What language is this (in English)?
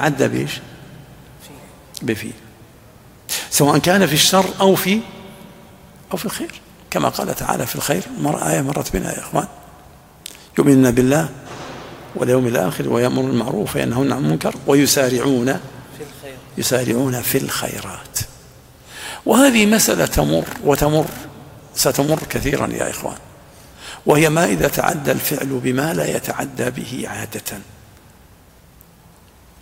Arabic